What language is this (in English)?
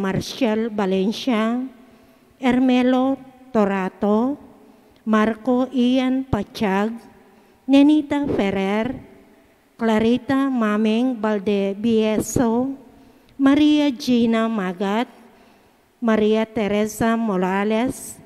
Pampanga